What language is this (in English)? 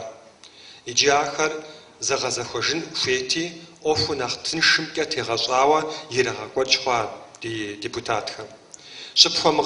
Kabardian